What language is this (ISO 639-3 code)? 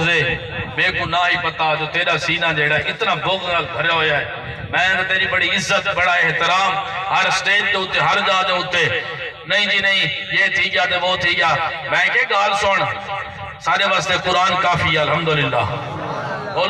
skr